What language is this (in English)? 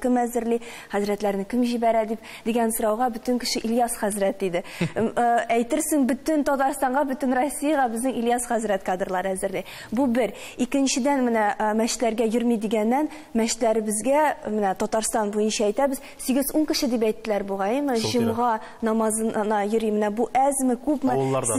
Tatar